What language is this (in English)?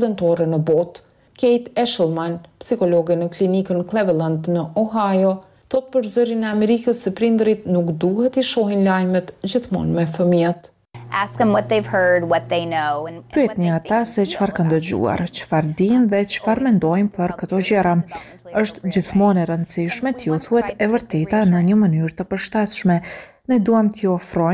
Albanian